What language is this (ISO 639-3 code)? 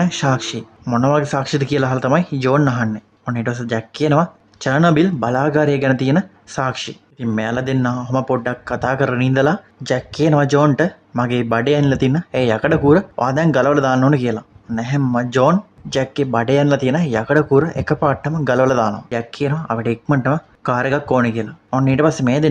sin